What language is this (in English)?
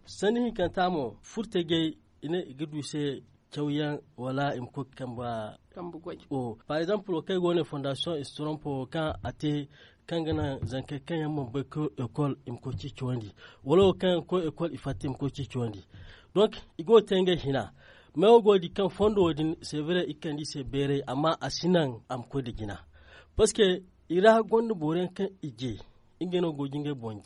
Zarma